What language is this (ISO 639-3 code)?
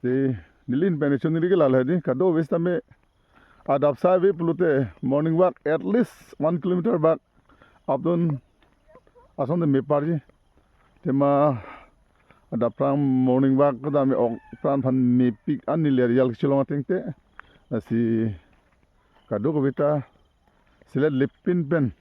mjw